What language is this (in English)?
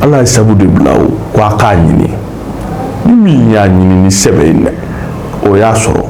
Bambara